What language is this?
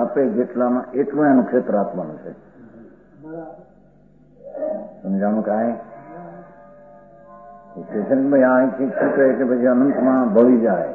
Gujarati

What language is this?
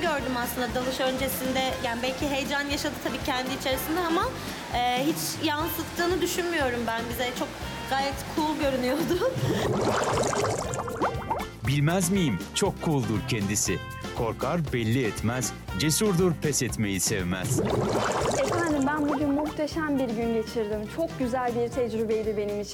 Turkish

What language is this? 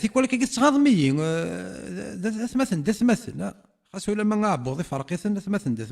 Kabyle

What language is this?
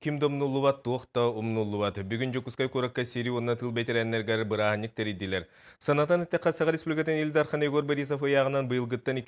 Yakut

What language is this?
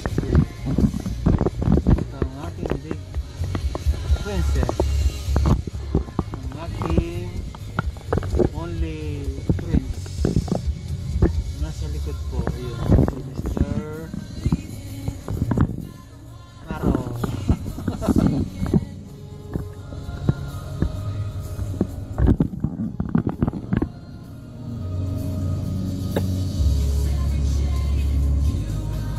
Filipino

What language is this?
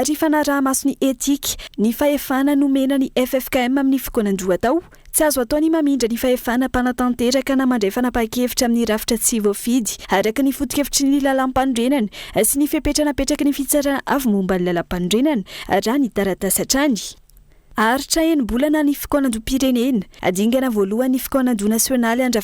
Malagasy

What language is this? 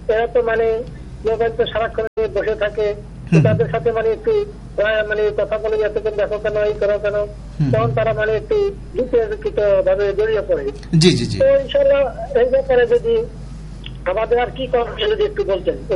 Bangla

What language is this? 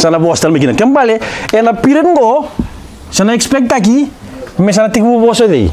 Fijian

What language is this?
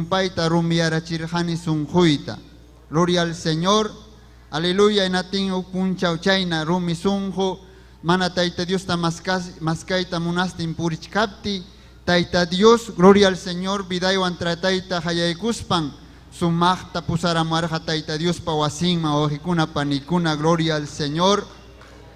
Ayacucho Quechua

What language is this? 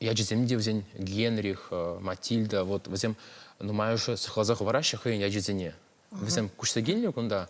Chuvash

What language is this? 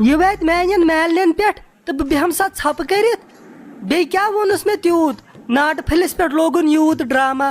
Kashmiri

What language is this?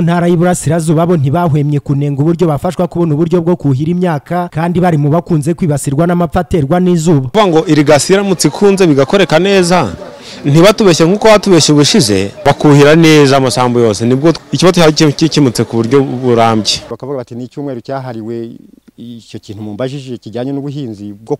Kinyarwanda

